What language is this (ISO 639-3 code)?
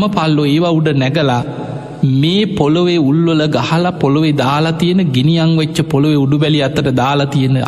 sin